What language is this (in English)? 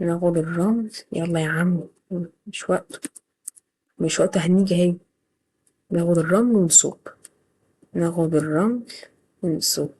Egyptian Arabic